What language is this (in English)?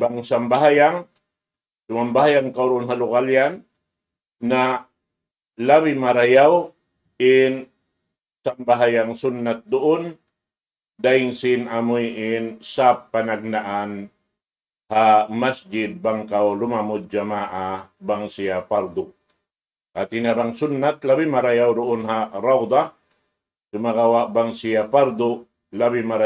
Tausug